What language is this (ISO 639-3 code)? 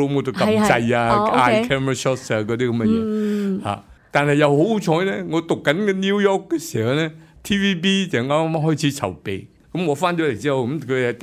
yue